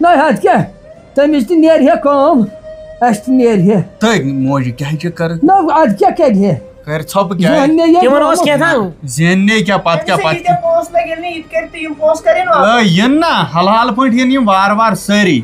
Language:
Kashmiri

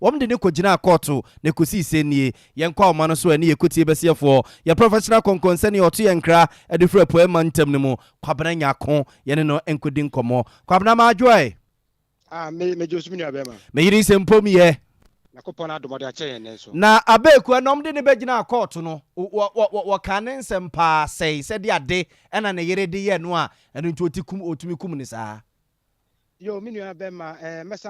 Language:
Akan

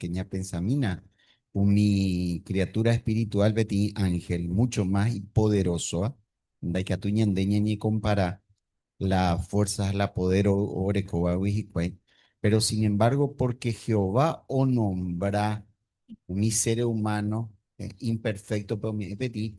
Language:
Guarani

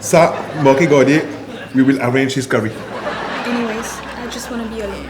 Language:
Morisyen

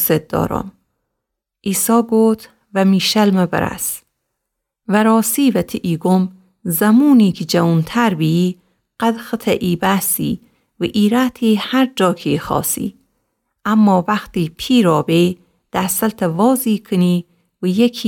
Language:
Gilaki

